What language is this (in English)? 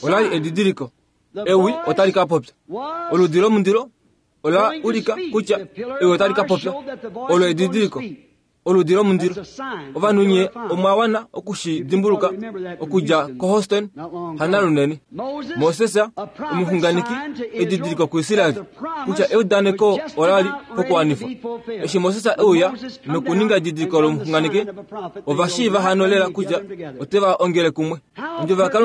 Kuanyama